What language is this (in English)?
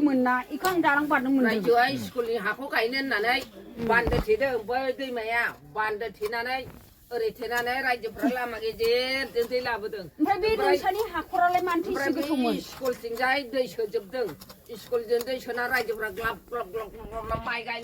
Bodo